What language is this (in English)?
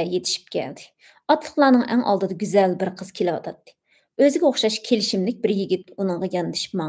Uyghur